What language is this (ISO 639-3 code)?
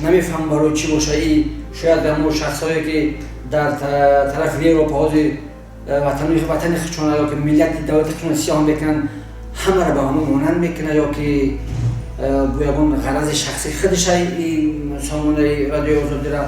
tgk